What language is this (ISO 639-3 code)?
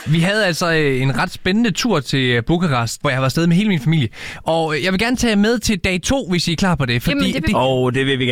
dan